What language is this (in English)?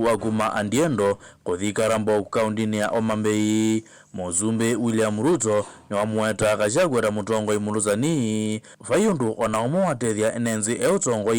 Kamba